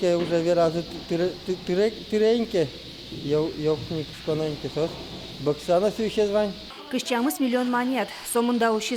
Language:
Udmurt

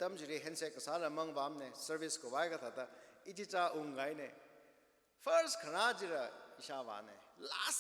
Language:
Tangkhul Naga (India)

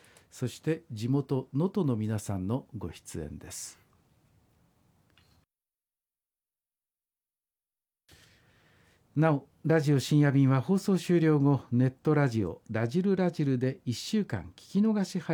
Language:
Japanese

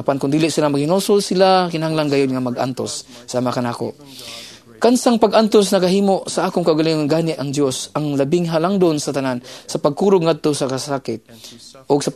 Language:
Cebuano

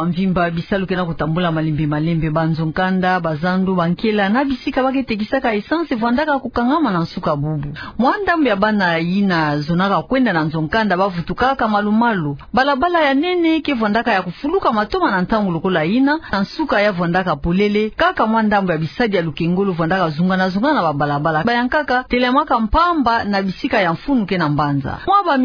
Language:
Kituba (Democratic Republic of Congo)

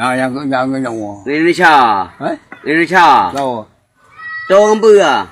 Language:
Achinese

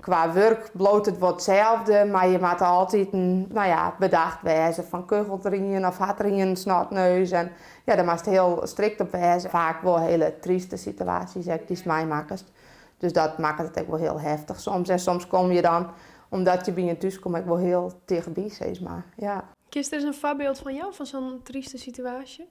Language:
Western Frisian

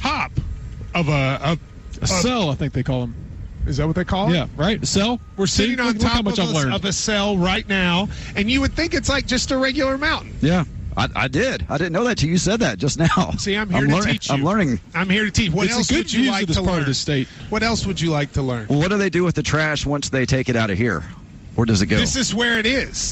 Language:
English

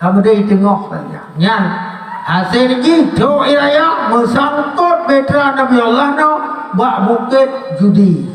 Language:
Achinese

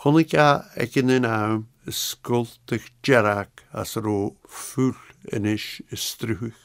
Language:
Scottish Gaelic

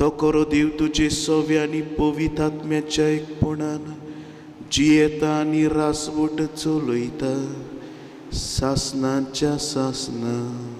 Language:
Konkani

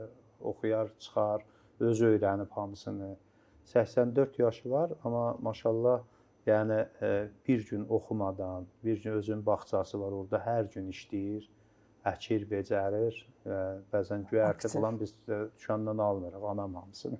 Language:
Azerbaijani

